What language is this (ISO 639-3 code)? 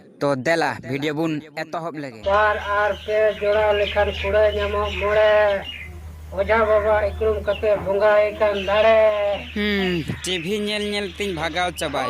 sat